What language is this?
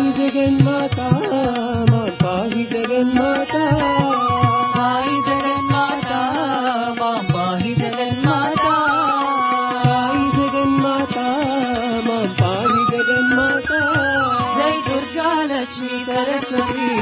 Telugu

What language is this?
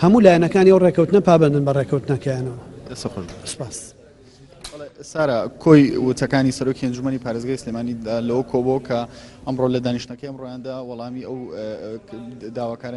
Central Kurdish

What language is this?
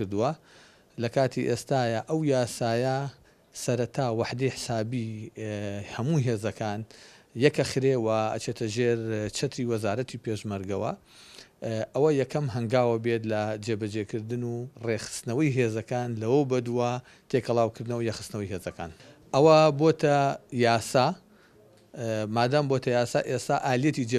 Central Kurdish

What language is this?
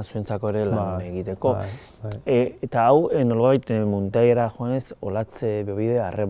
Basque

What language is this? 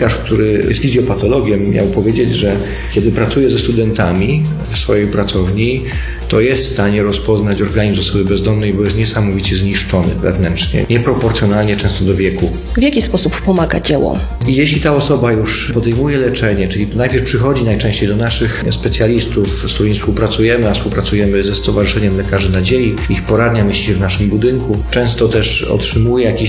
Polish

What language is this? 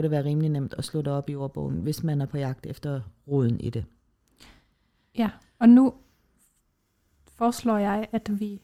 Danish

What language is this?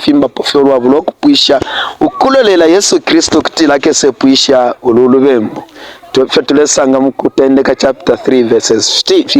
Bemba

